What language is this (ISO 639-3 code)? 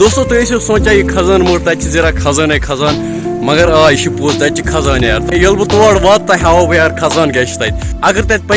kas